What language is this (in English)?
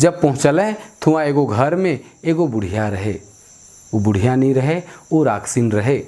Sadri